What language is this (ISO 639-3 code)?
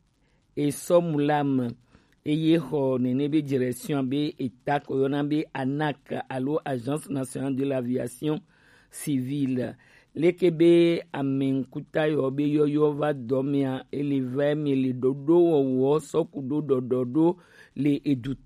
gej